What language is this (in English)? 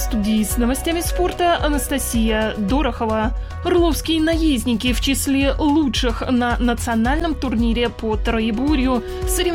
Russian